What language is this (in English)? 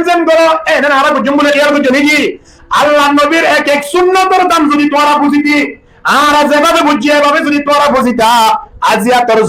Rohingya